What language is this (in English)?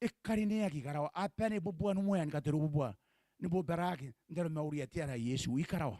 Gilbertese